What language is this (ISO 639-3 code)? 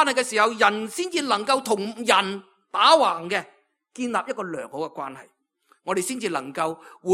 yue